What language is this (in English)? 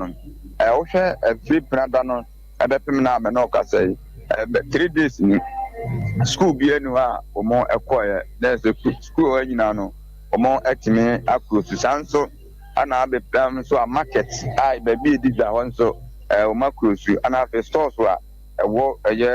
Akan